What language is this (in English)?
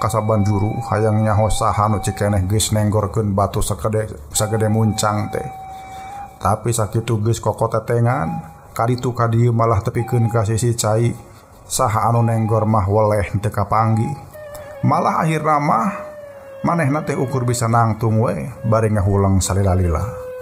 Sundanese